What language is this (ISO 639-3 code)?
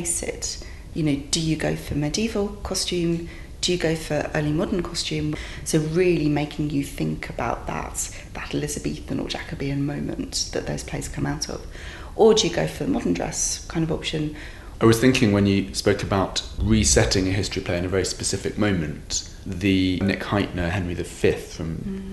eng